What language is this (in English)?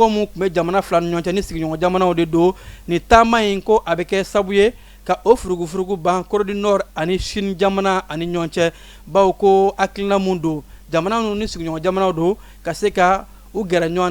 Bambara